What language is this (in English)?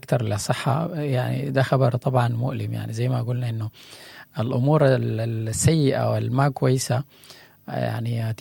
Sudanese Arabic